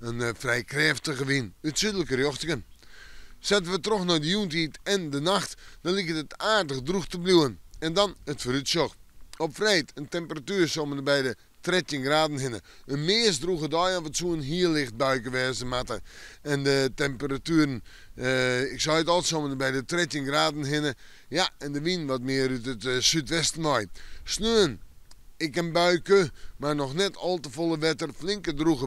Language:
Western Frisian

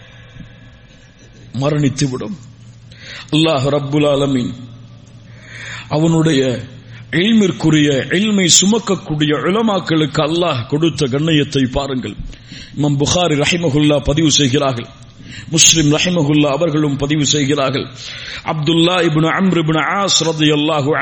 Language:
Tamil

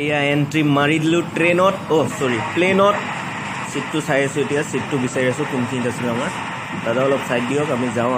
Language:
Assamese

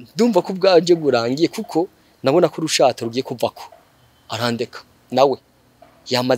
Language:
Rundi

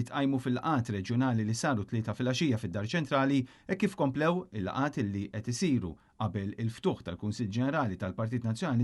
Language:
Maltese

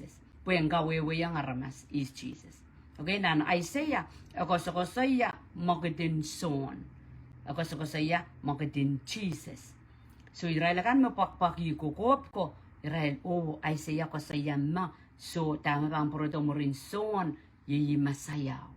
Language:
Pohnpeian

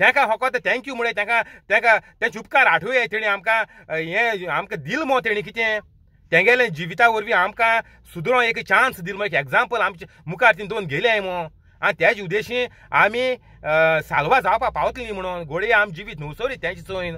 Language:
Konkani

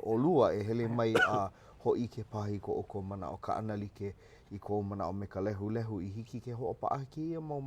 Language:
Hawaiian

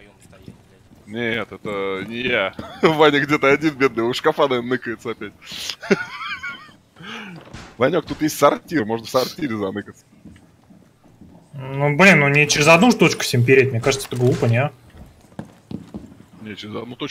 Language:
Russian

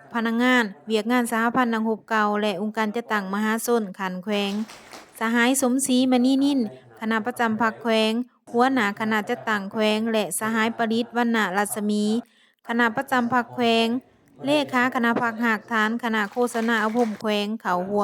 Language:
Lao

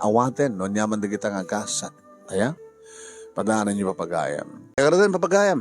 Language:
Iloko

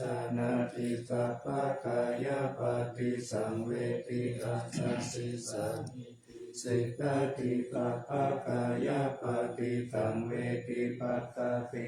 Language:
Pali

